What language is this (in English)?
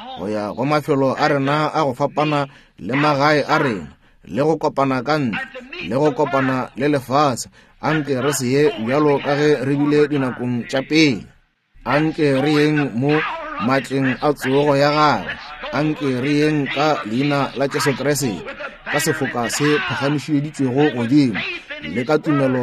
Northern Sotho